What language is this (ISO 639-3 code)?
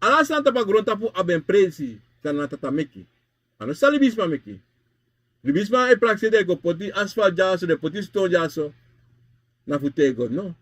srn